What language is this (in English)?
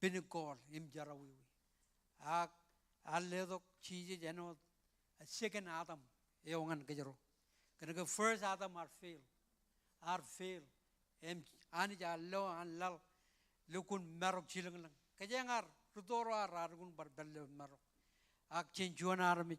Marshallese